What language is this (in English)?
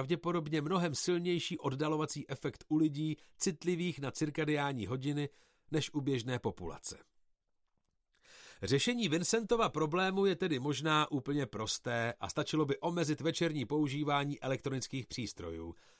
Czech